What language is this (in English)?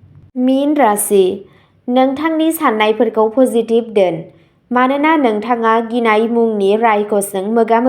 Bodo